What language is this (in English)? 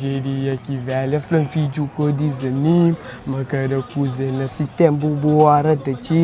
Kabuverdianu